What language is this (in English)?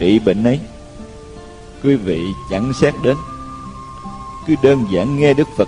Vietnamese